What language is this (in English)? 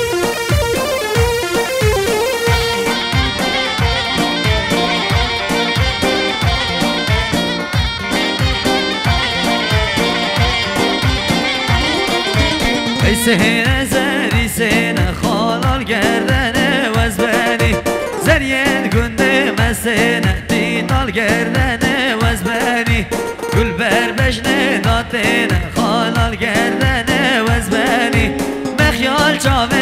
Kurdish